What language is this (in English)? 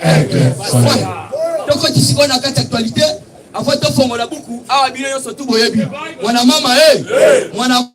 Lingala